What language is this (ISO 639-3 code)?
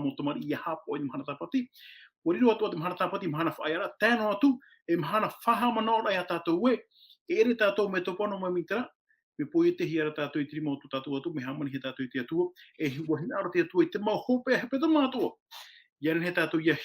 tah